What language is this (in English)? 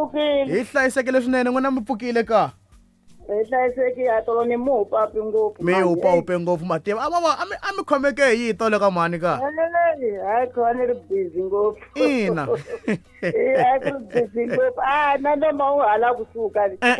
Tsonga